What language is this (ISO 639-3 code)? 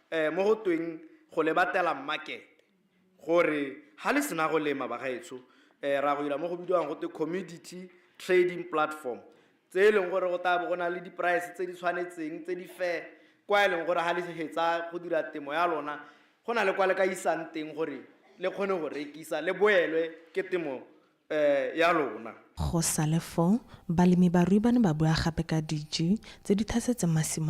tsn